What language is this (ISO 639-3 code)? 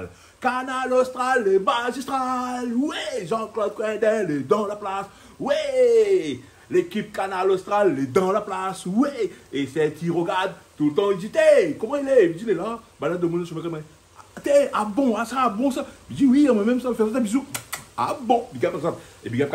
rcf